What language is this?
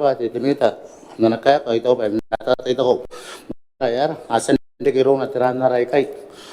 Gilbertese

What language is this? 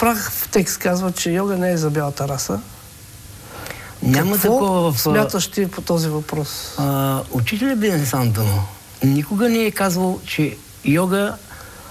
Bulgarian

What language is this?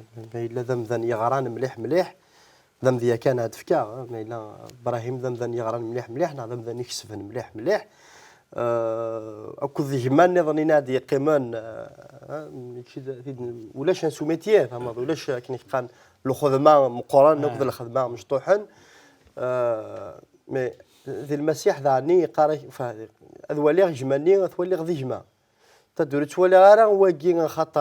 Kabyle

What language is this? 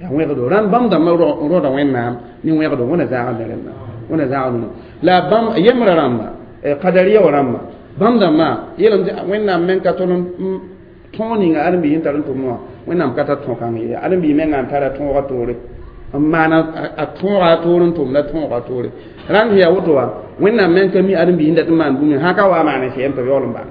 Mossi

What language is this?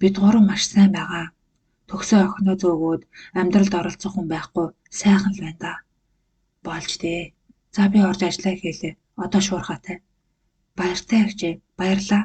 Mongolian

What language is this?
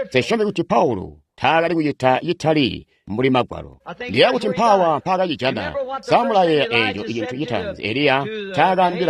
Tonga (Zambia)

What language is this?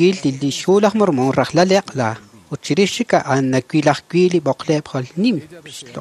Kekchí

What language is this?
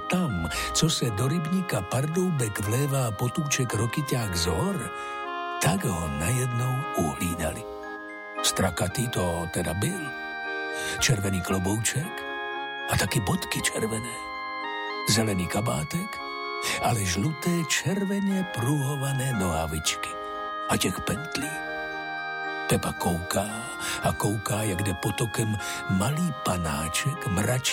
Czech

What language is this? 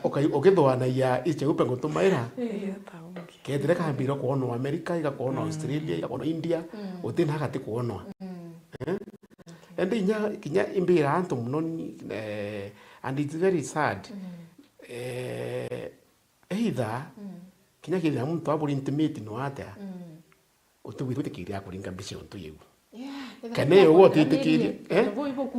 Meru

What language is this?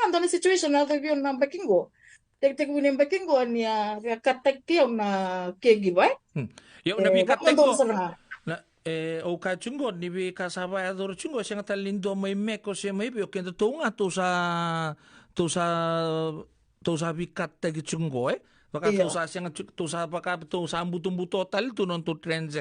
Fijian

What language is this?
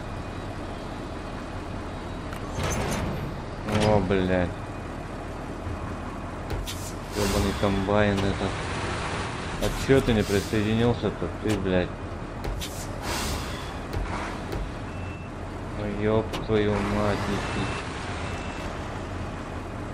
Russian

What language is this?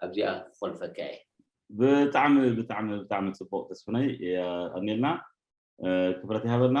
Tigrinya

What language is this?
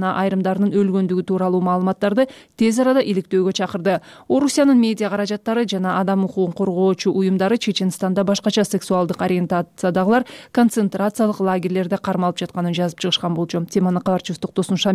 Kyrgyz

